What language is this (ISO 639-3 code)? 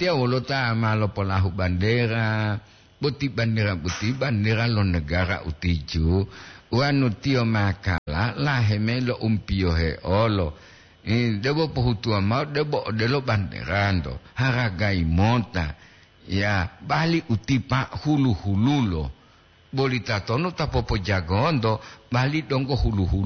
gor